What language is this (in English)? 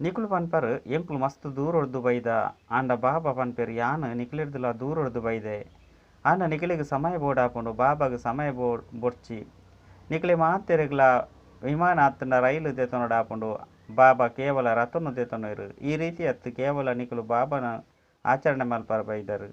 Tulu